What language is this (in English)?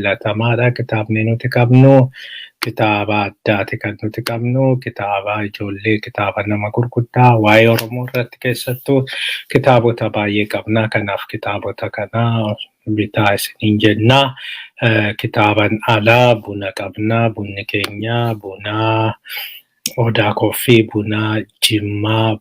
Oromo